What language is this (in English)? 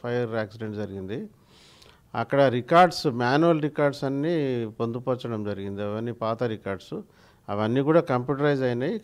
Telugu